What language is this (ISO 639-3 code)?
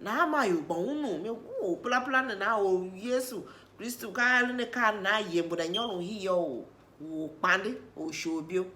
tiv